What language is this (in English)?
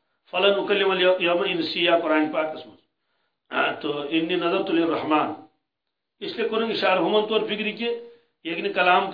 Kashmiri